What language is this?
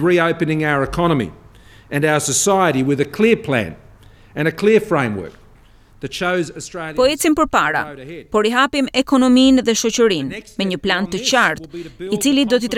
Albanian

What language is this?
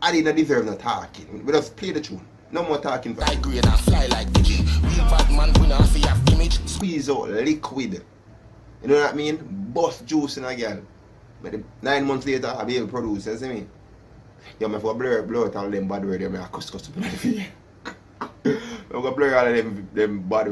Jamaican Creole English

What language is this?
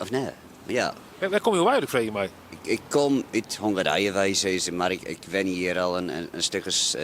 Western Frisian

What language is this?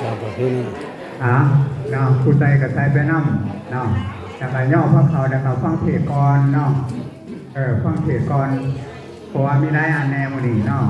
Northeastern Thai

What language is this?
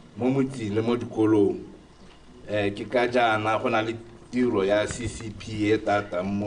Tswana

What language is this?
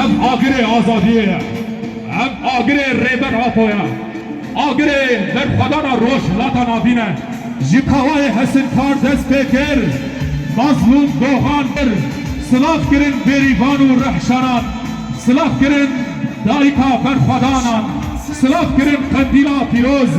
Kurdish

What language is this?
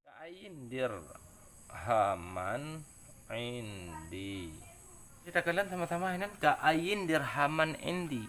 Achinese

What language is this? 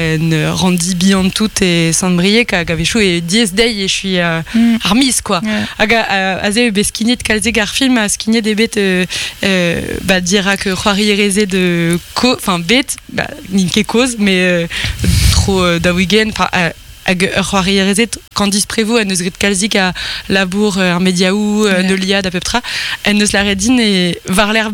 Breton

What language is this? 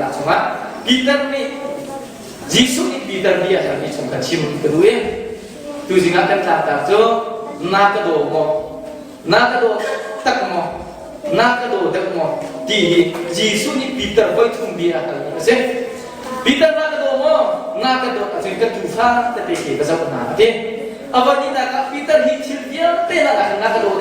Hakha Chin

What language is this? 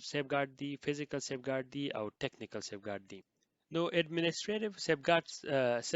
Pashto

